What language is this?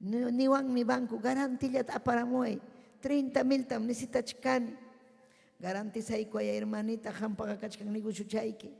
Ayacucho Quechua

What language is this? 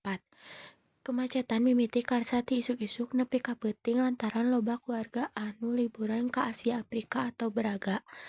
Sundanese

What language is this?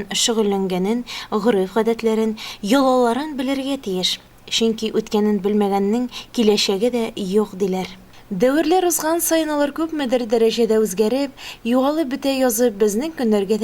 Tatar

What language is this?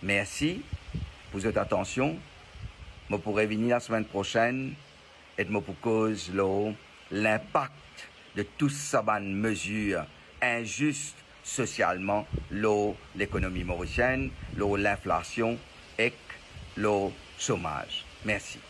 Morisyen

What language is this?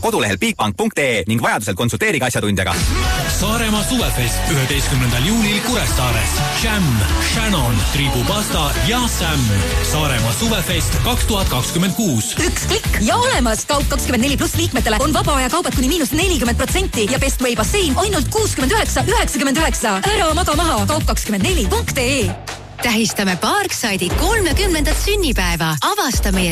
Estonian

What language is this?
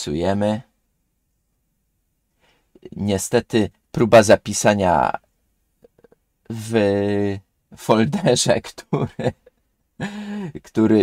Polish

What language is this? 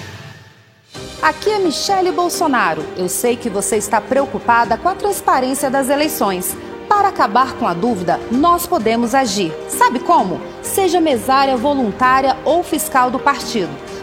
Portuguese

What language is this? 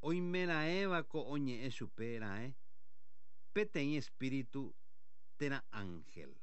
Guarani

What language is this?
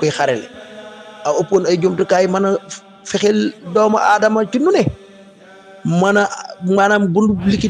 Wolof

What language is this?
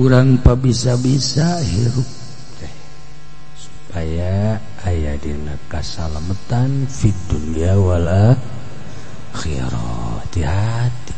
Sundanese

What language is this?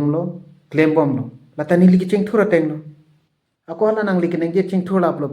Karbi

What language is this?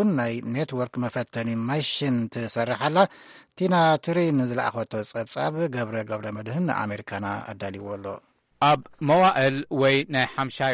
Tigrinya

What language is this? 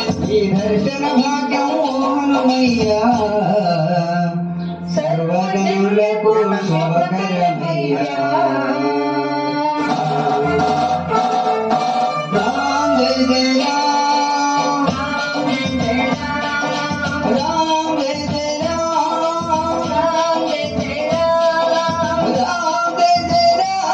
Telugu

